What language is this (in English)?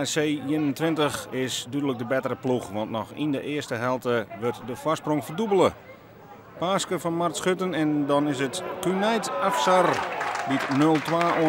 Western Frisian